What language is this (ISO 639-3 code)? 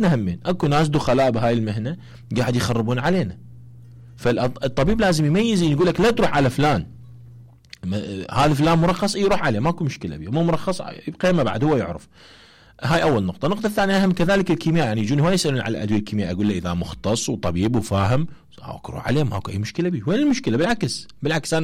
acm